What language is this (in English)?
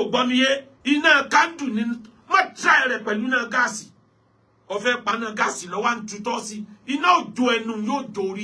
Yoruba